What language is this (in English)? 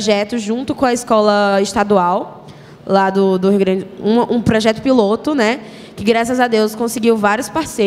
Portuguese